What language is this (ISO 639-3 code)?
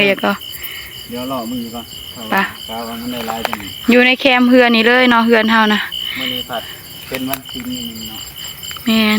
tts